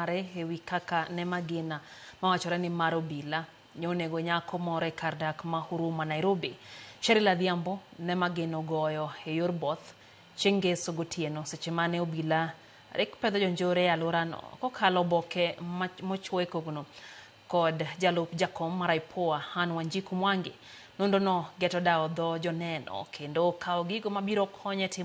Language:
Luo (Kenya and Tanzania)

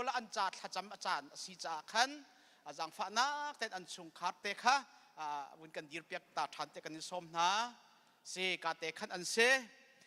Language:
Hakha Chin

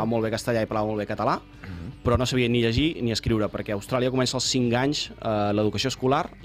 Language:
Catalan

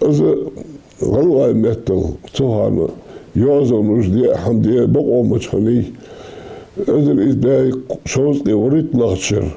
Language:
Ingush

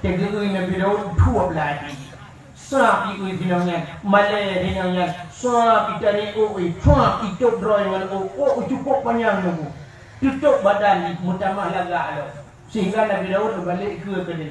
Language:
Achinese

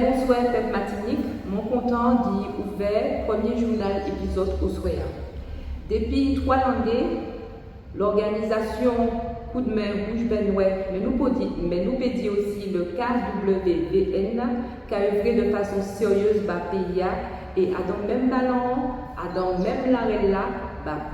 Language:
Guadeloupean Creole French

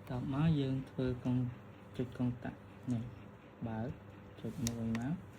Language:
Khmer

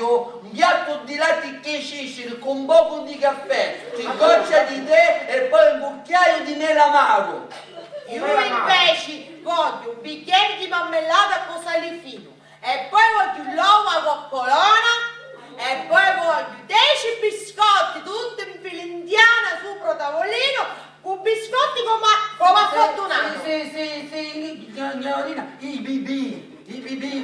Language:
Sicilian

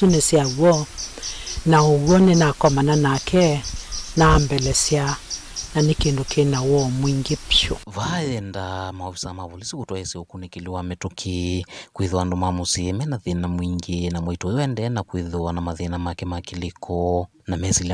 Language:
Kamba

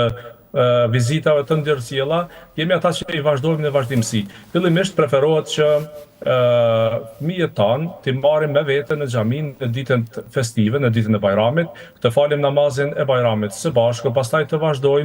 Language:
Albanian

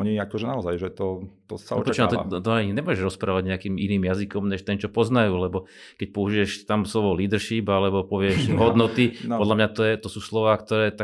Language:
Slovak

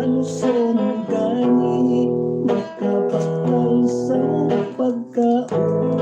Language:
Hiligaynon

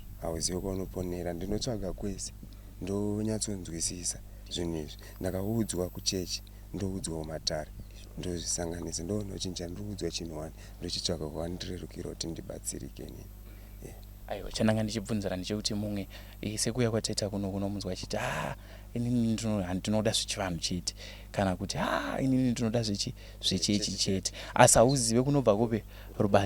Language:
Shona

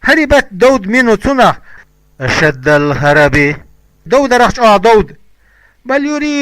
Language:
Chechen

